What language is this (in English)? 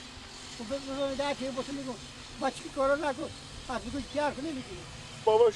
Persian